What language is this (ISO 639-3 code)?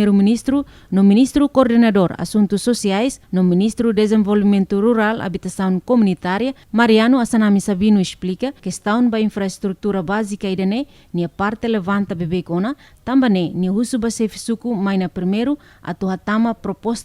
tet